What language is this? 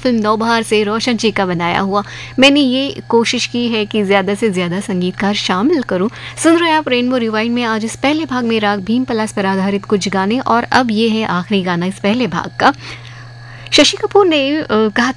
Hindi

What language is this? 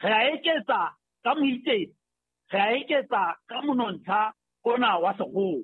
Southern Sotho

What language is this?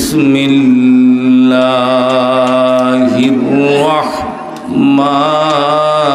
Sylheti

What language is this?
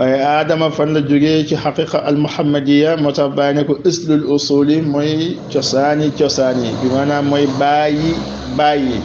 Wolof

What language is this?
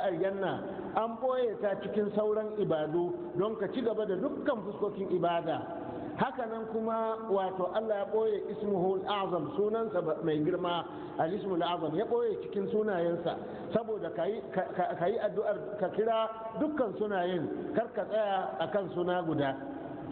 Hausa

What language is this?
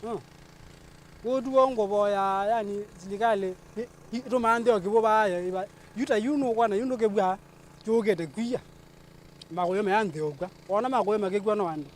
Kamba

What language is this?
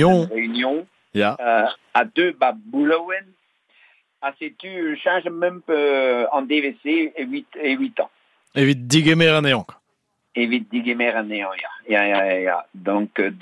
Breton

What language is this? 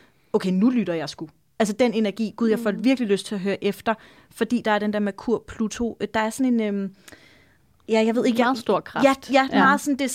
Danish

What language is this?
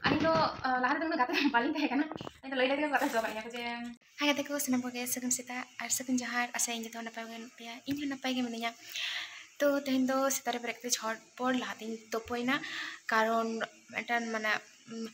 Santali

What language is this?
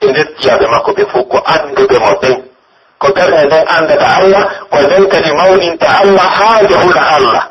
Pular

